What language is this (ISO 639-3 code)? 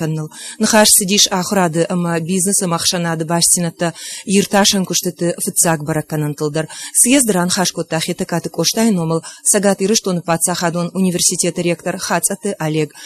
oss